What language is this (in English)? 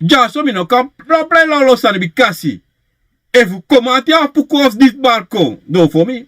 Sranan Tongo